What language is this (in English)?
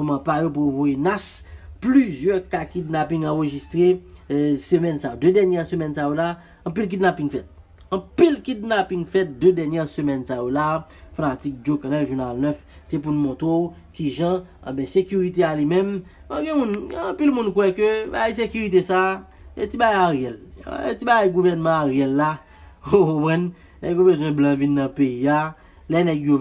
Haitian Creole